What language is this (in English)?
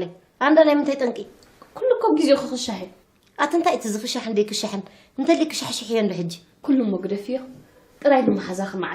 Tigrinya